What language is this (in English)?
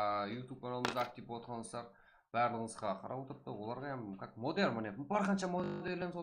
Kara-Kalpak